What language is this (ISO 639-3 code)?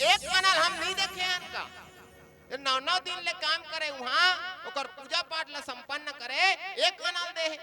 hne